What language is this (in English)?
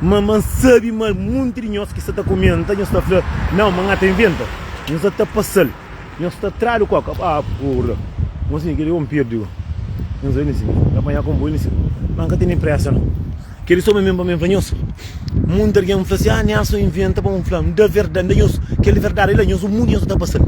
Kabuverdianu